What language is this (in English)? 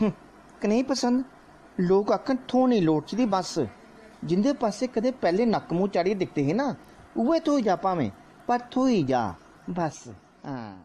Dogri